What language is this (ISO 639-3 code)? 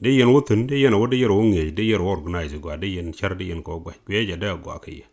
nus